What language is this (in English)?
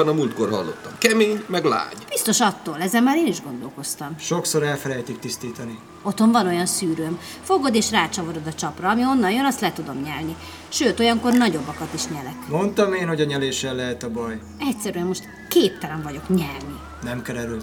Hungarian